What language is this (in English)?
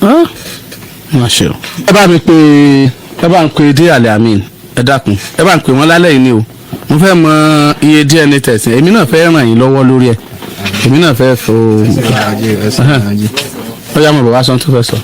Yoruba